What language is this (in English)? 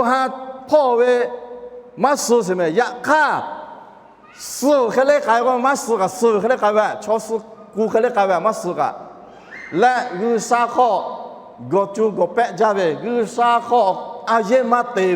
Lahu